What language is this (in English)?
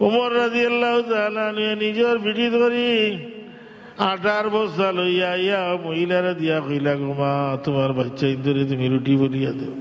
Sylheti